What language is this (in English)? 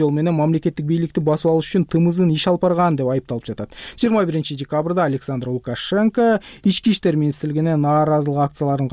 Kyrgyz